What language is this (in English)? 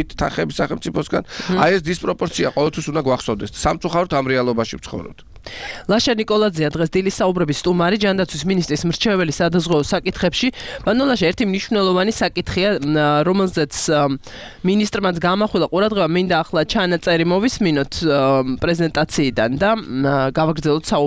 Georgian